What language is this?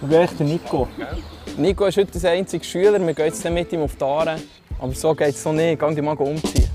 Swiss German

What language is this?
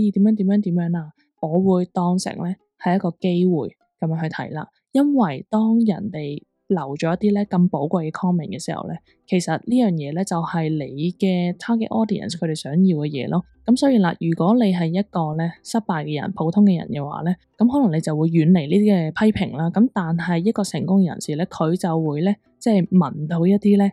Cantonese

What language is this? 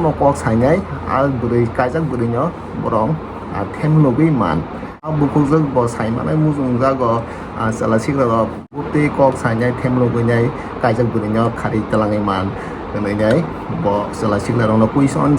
Kok Borok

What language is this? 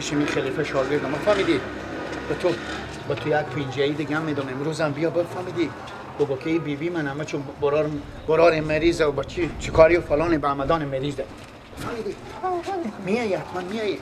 Persian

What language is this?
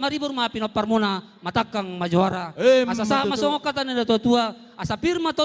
Batak Toba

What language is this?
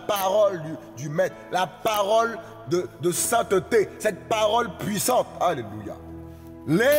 French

